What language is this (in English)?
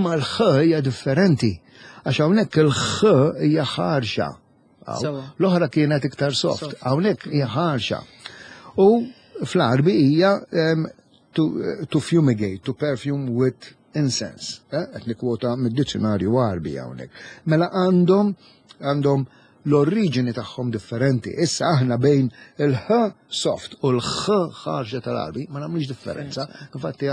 Maltese